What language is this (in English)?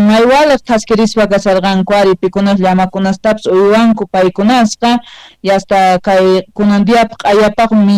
Quechua